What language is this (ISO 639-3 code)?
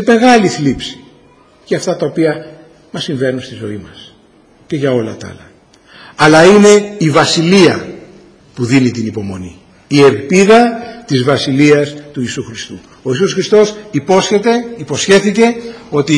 ell